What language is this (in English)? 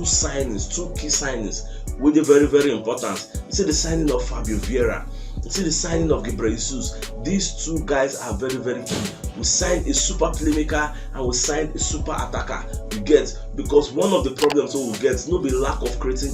Nigerian Pidgin